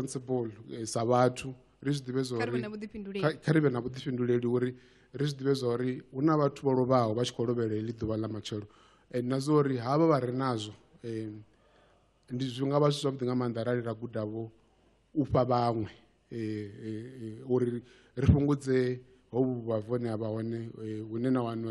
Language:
Venda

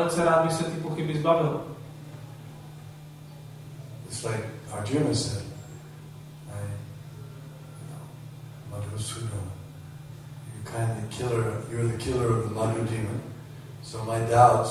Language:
Czech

